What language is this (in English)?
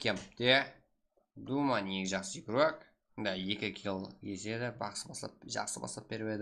Kara-Kalpak